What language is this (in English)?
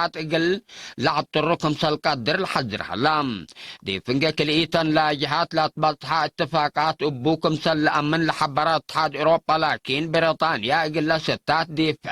Tigre